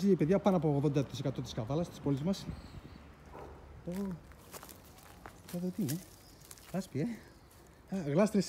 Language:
Greek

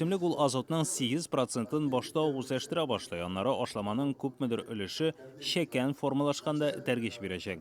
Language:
Tatar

